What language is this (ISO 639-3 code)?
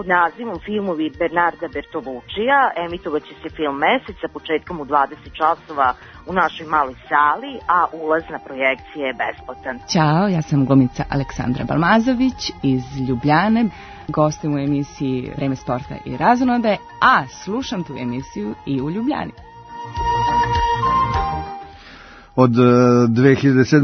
srp